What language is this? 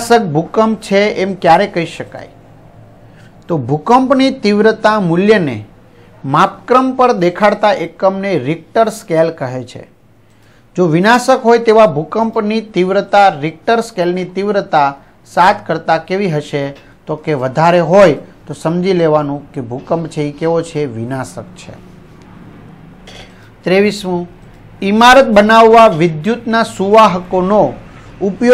Gujarati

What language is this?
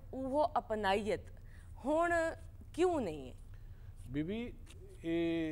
Saraiki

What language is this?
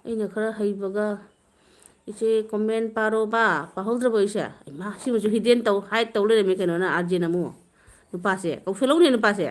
Manipuri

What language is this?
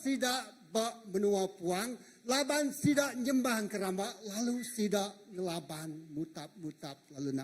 Iban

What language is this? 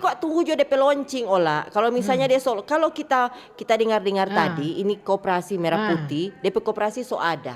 Manado Malay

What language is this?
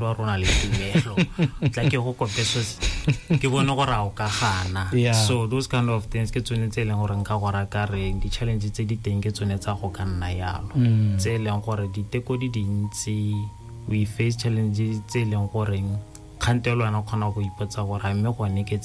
Tswana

